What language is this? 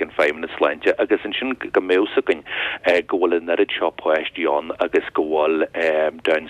Irish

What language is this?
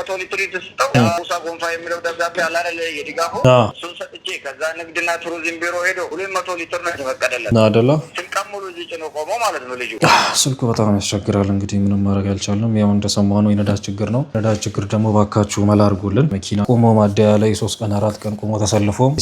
Amharic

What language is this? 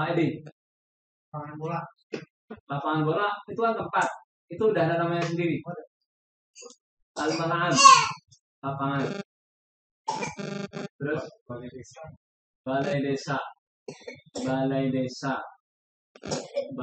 Indonesian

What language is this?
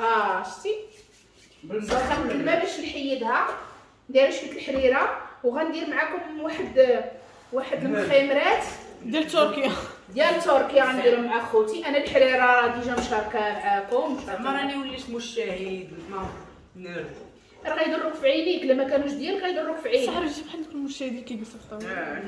Moroccan Arabic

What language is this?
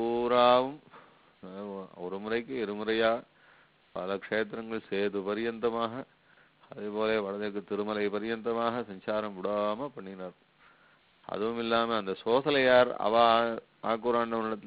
Tamil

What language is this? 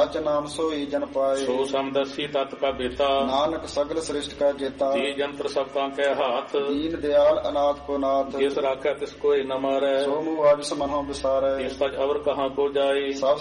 Punjabi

